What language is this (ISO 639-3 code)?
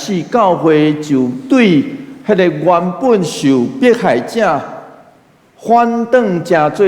nan